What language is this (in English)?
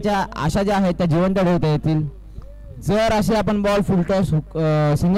Marathi